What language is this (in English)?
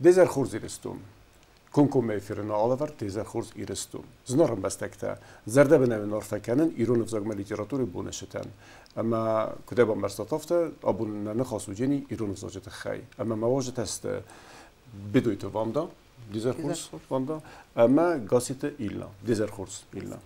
Ossetic